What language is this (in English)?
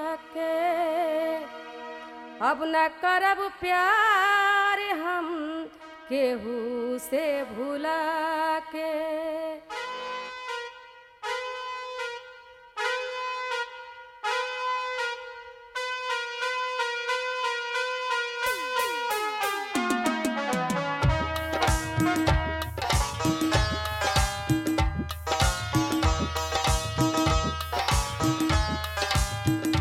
Bhojpuri